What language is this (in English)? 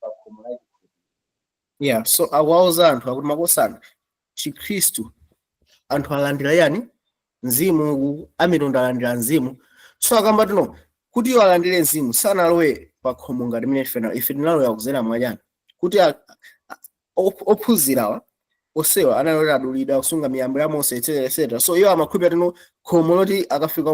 Nyanja